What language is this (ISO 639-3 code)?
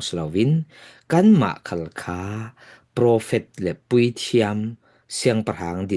cfm